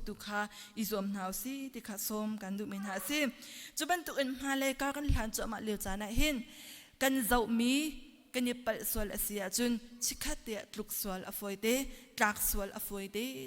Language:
Hakha Chin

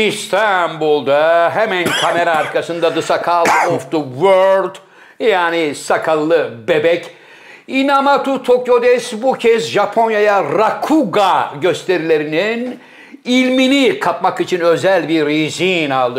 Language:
Turkish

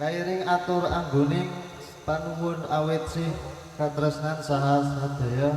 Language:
Javanese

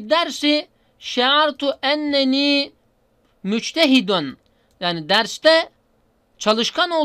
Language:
Turkish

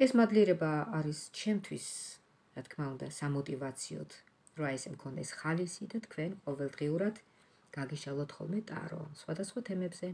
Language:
Georgian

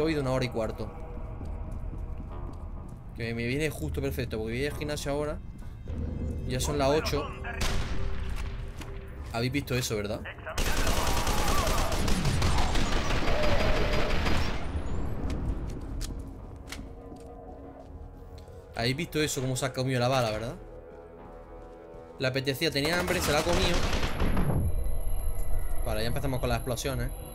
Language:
Spanish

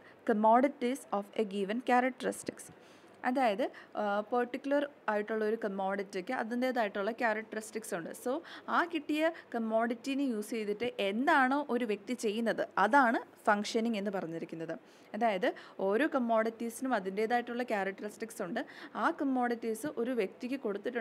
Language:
Malayalam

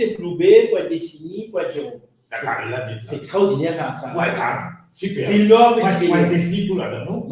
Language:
Morisyen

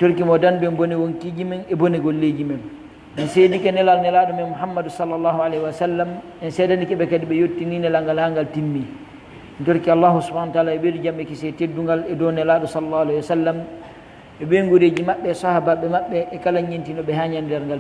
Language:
Pular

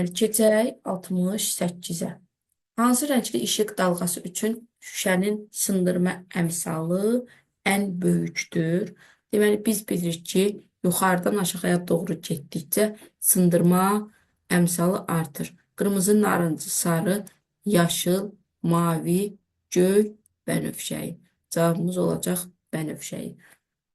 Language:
Azerbaijani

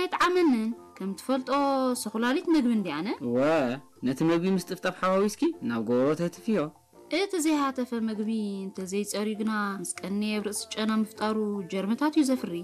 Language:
Tigrinya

